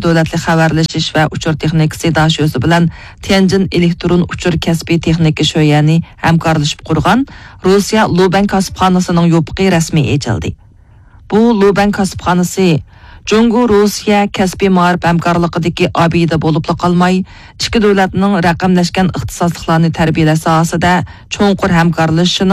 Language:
Uyghur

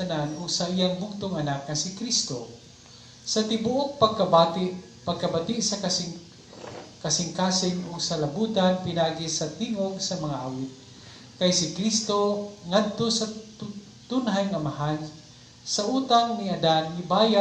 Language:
Cebuano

